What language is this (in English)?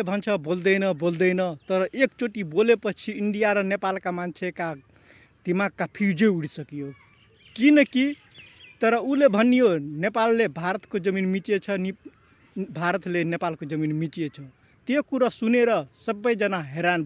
Nepali